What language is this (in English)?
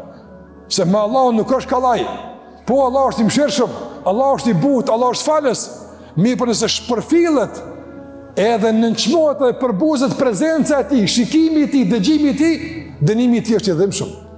Albanian